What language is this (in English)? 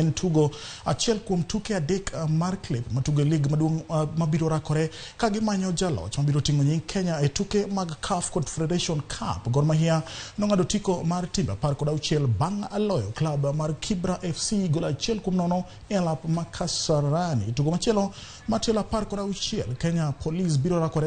Luo (Kenya and Tanzania)